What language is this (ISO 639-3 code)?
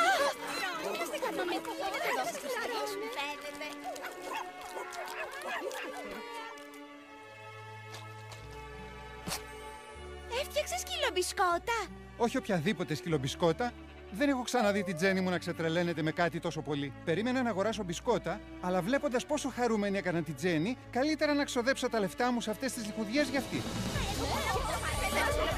ell